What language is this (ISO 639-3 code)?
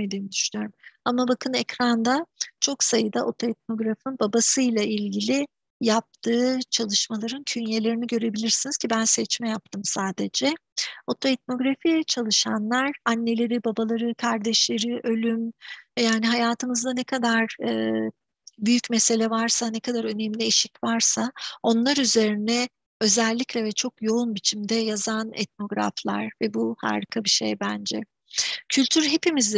tur